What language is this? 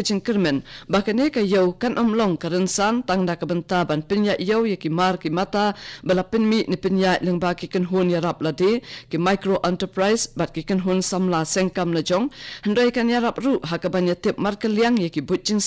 Khasi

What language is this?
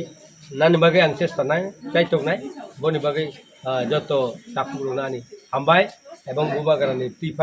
Kok Borok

